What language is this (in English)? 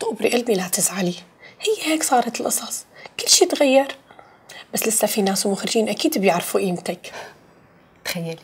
North Levantine Arabic